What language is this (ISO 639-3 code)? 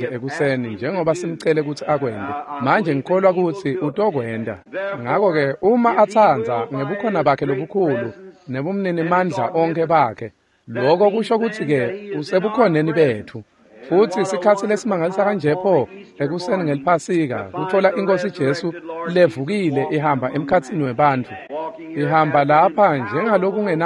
ssw